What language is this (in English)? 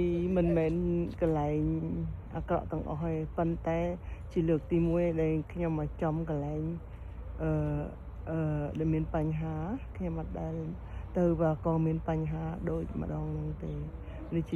Khmer